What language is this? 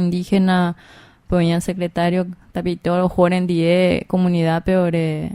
Guarani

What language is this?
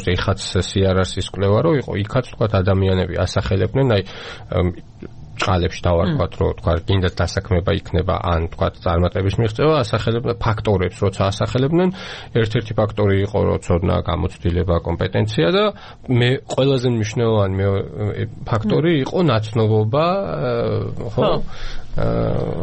Georgian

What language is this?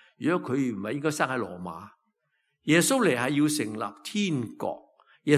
Cantonese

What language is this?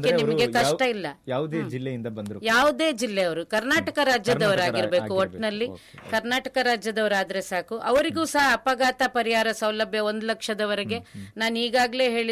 Kannada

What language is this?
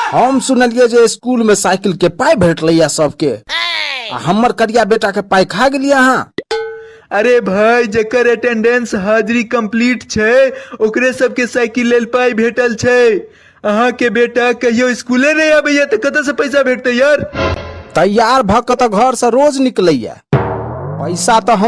Maithili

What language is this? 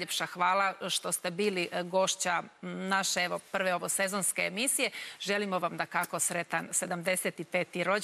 Croatian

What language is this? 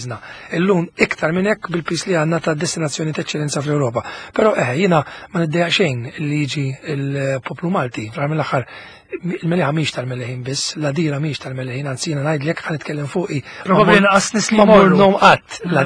Maltese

